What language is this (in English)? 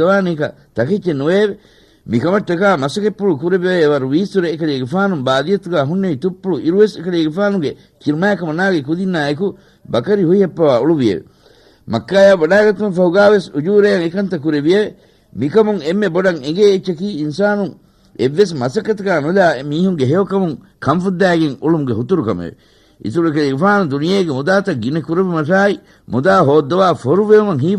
Divehi